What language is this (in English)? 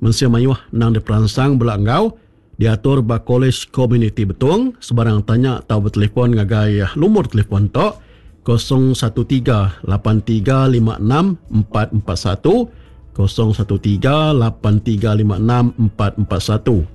Iban